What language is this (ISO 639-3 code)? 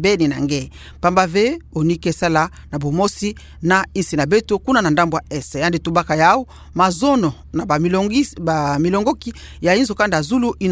ktu